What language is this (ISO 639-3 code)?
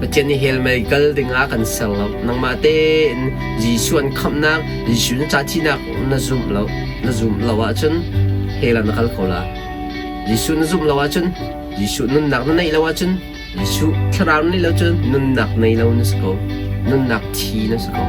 cnh